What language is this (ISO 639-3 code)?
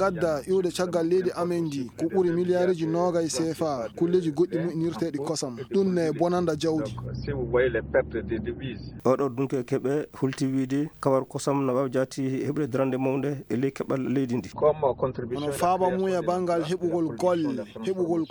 ful